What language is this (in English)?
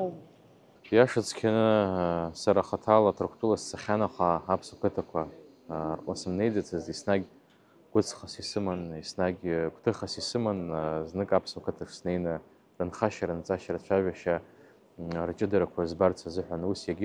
Abkhazian